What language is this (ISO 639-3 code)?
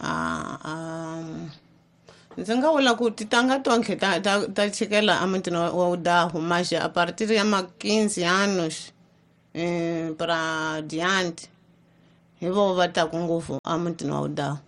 tso